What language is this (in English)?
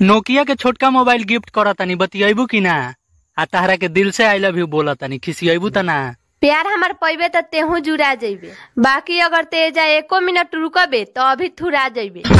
Bhojpuri